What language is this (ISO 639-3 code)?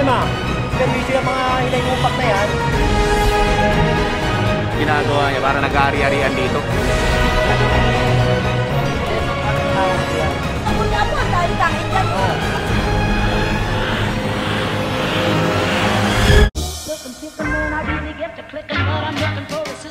fil